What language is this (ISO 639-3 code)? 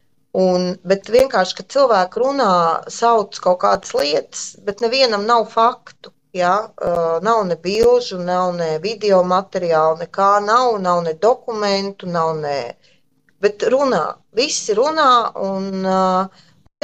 lav